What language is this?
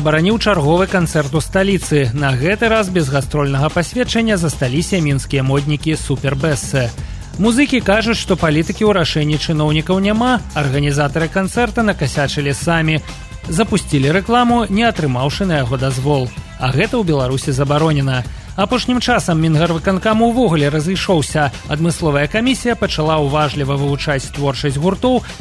Belarusian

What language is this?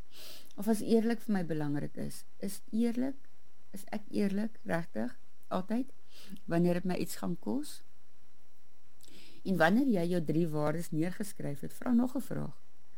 Afrikaans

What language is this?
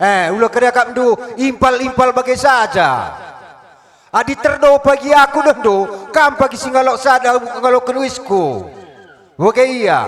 Batak Karo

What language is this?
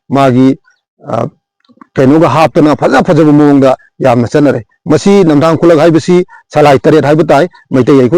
Manipuri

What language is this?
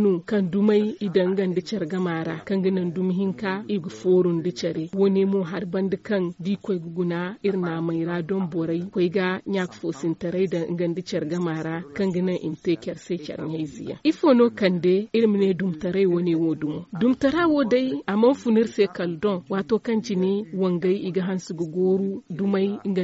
Zarma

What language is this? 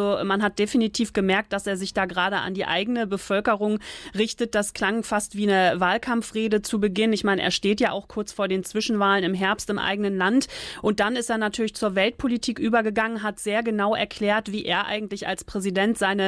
German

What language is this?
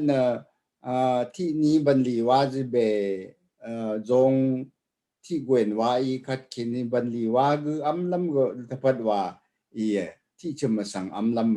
Rawang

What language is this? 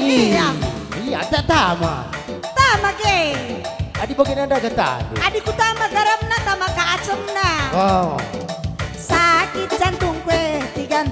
Batak Karo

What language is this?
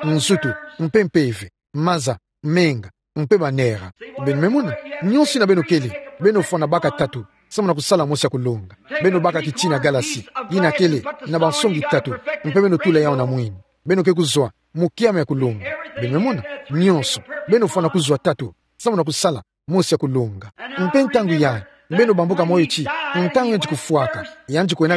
Kituba (Democratic Republic of Congo)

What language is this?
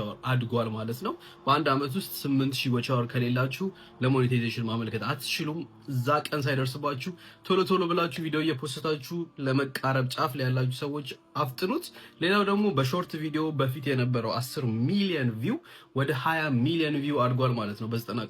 Amharic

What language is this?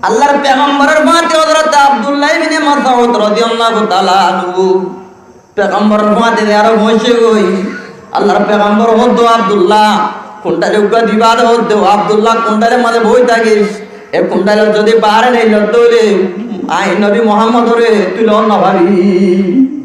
Rohingya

